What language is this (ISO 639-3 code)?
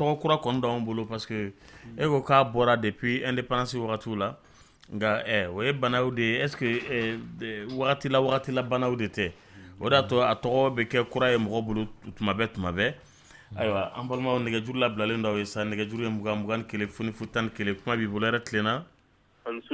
dyu